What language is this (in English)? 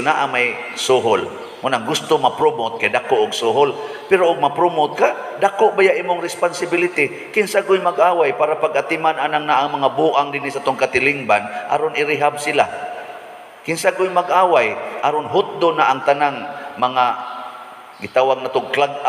Cebuano